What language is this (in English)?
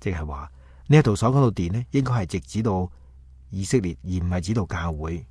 Cantonese